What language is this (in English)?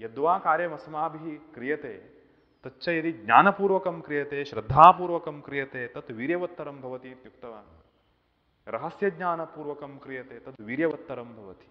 Sanskrit